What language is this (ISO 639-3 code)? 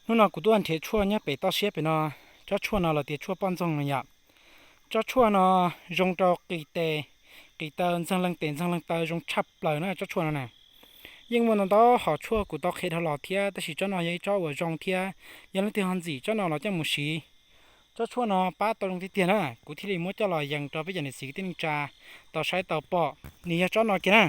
hmn